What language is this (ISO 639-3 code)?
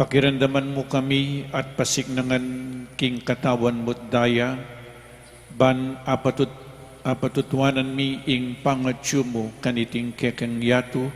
pam